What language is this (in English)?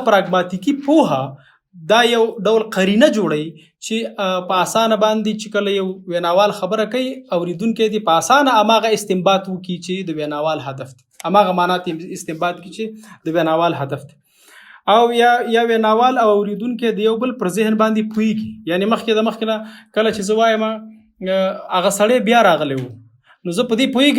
Pashto